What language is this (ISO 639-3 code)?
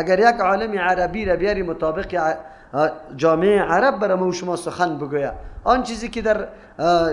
fas